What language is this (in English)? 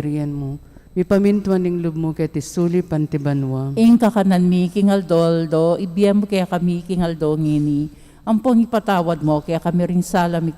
Pampanga